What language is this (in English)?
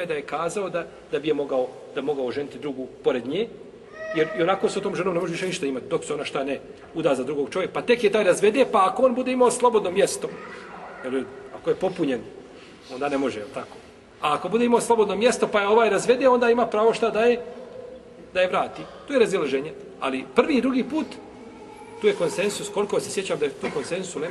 Bosnian